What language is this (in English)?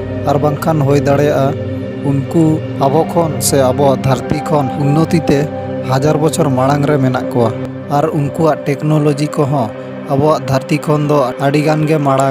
Santali